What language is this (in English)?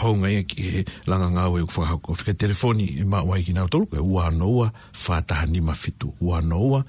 Tongan